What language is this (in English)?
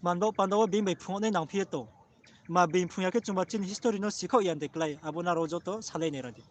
Riang (India)